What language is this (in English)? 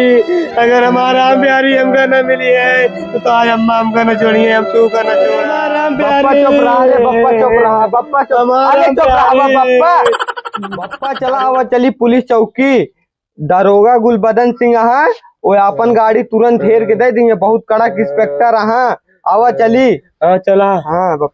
Awadhi